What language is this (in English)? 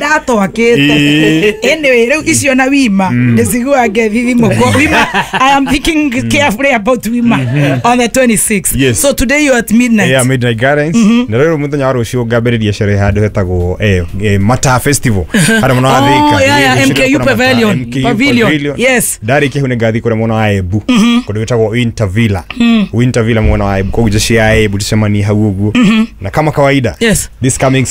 Kikuyu